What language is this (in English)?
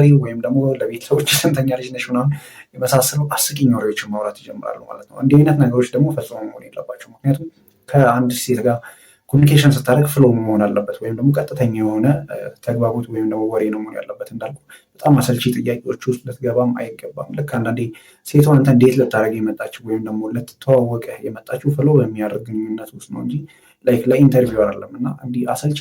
Amharic